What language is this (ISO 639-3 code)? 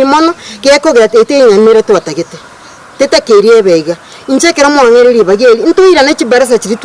guz